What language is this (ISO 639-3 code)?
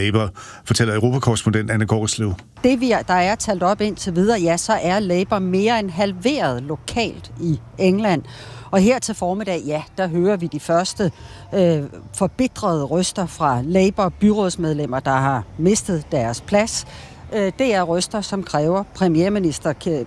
dan